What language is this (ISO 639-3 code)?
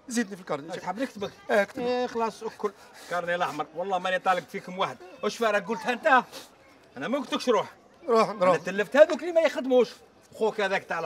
arq